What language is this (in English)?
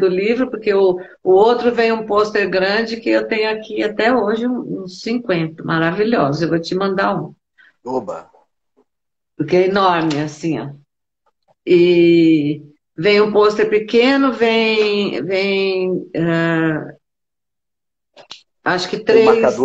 Portuguese